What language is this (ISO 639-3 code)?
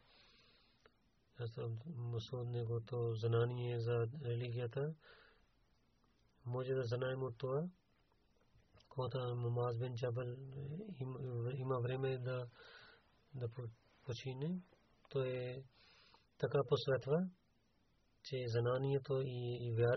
bul